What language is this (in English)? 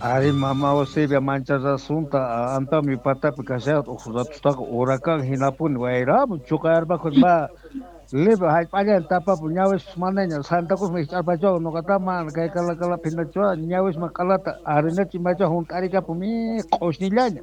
South Bolivian Quechua